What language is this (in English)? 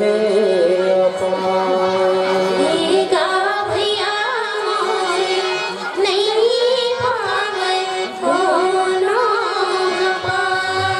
Chhattisgarhi